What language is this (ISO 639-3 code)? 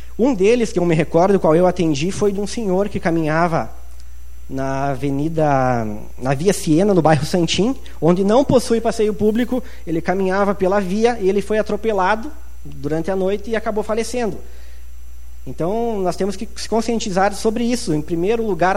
por